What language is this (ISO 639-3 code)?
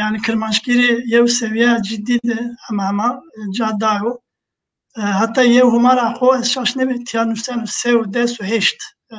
zza